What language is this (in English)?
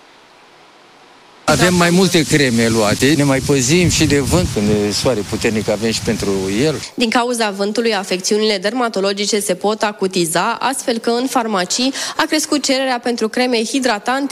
Romanian